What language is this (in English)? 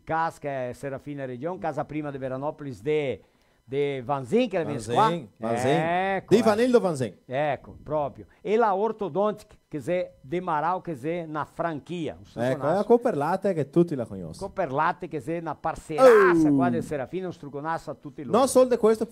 Venetian